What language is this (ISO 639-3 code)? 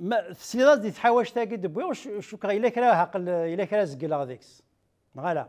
kab